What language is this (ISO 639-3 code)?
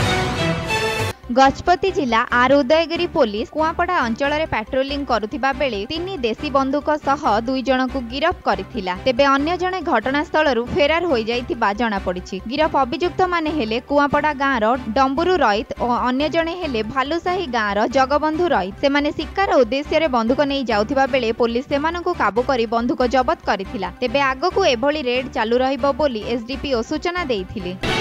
ori